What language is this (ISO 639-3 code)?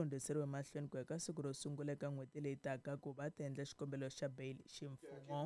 tso